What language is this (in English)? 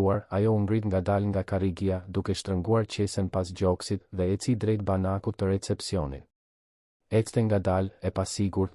Albanian